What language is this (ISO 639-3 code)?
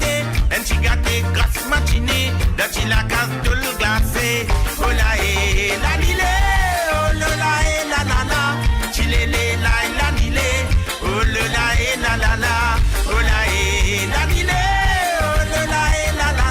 mfe